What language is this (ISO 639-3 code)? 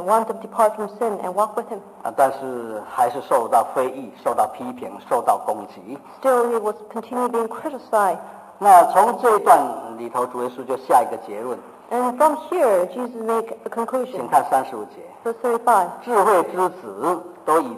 zho